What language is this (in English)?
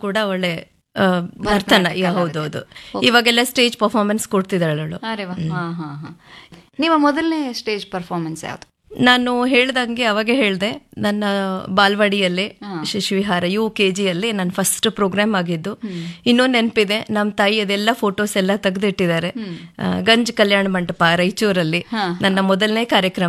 Kannada